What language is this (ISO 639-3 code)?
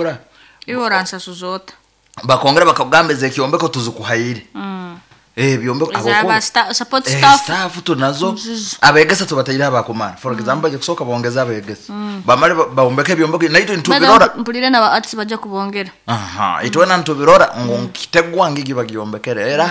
nyo